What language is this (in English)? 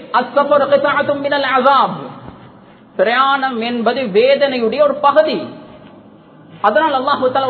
Tamil